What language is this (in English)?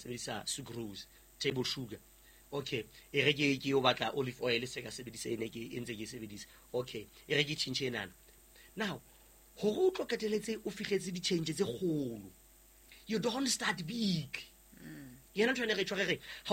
Southern Sotho